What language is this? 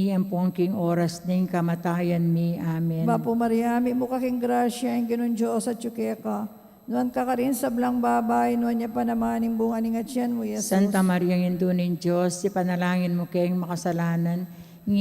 Pampanga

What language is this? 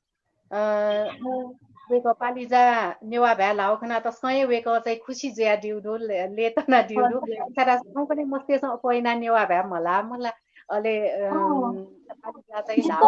Newari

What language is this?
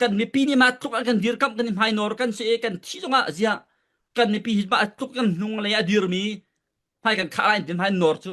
Falam Chin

